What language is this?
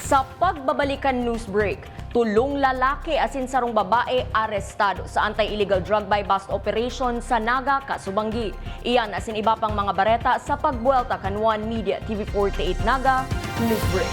Bikol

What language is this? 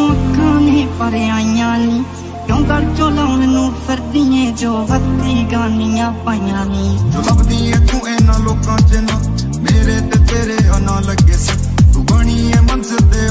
Punjabi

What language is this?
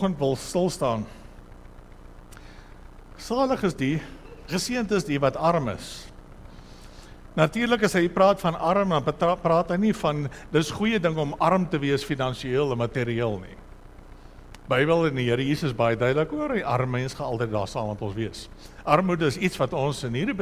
Afrikaans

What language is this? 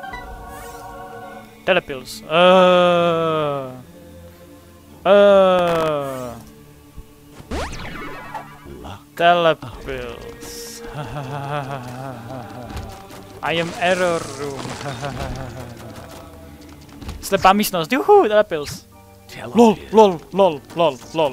Czech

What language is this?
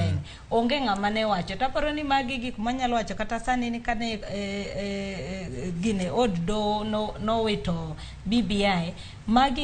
Luo (Kenya and Tanzania)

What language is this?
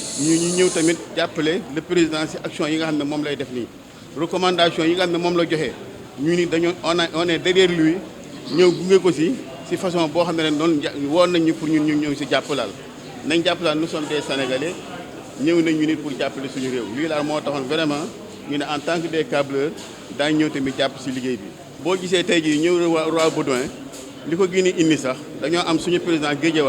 Wolof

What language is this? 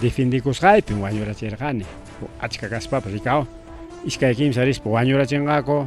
Ayacucho Quechua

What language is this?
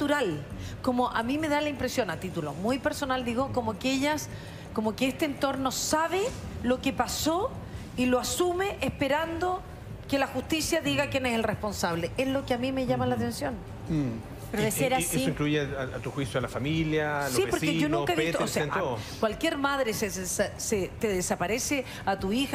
Spanish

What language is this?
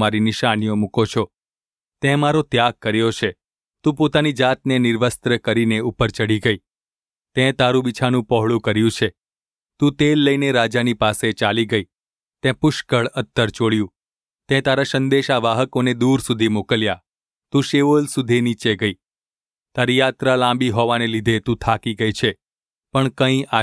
Gujarati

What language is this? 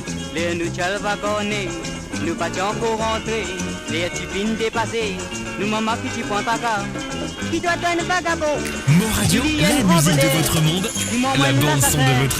Morisyen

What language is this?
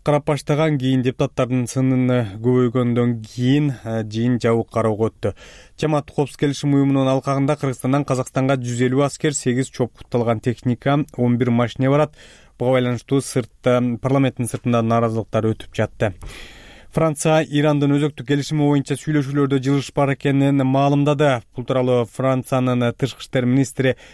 Kyrgyz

